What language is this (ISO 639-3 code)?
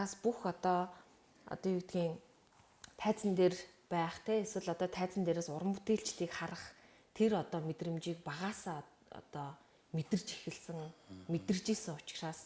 mon